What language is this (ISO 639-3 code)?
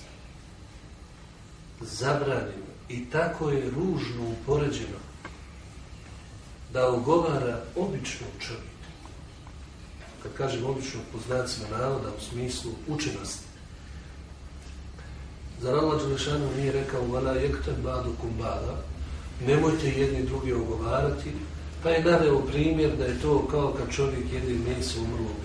bos